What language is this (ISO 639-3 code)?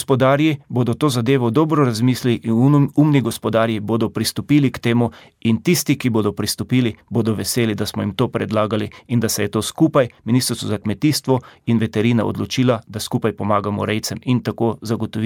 slv